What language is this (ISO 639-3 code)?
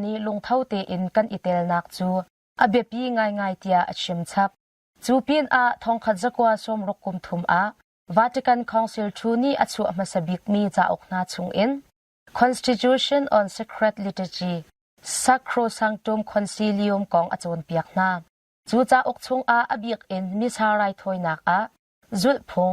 cnh